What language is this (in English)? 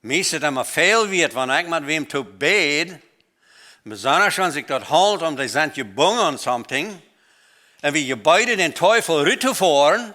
Plautdietsch